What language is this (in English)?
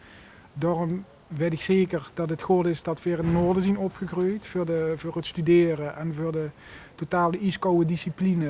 Limburgish